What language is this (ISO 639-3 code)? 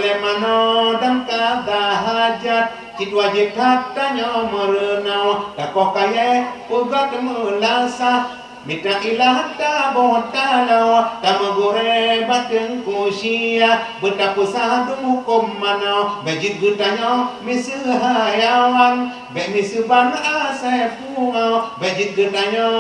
ace